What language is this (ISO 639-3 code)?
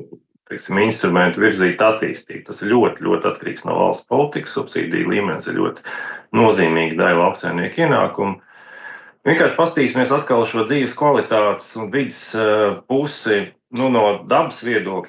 lav